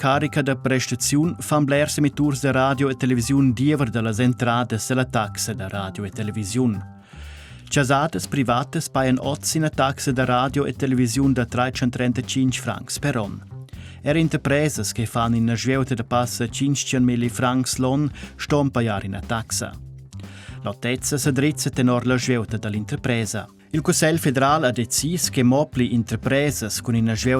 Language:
Romansh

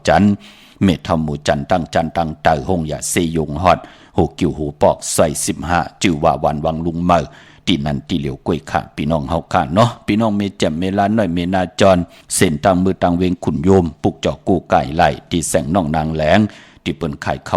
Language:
Shan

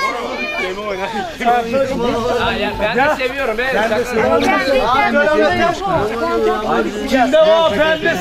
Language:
Turkish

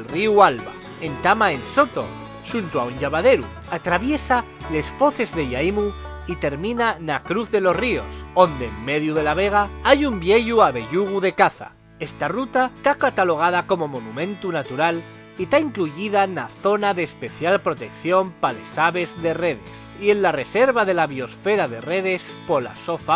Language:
Asturian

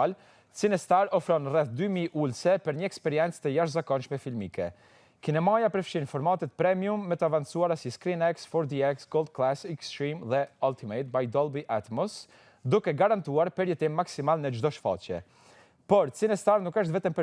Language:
Albanian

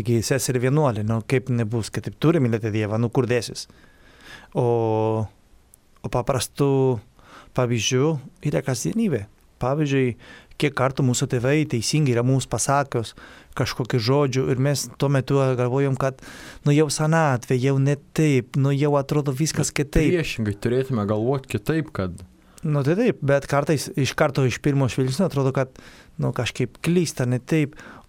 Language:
Lithuanian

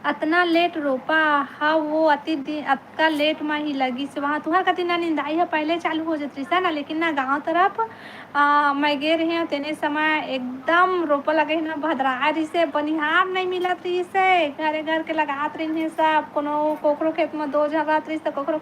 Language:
Chhattisgarhi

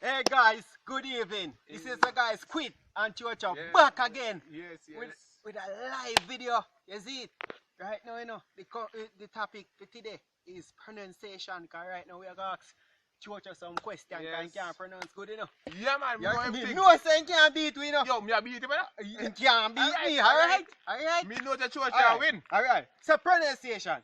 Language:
Jamaican Creole English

